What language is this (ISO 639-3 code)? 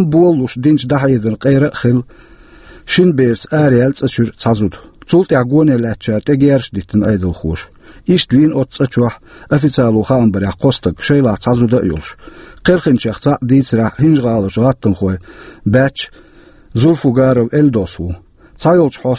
che